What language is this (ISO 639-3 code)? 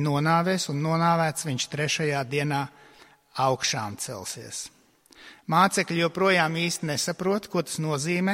lav